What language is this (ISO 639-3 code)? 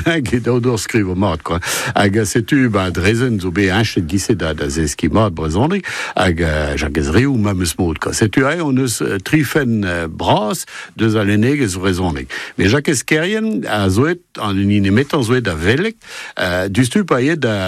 bre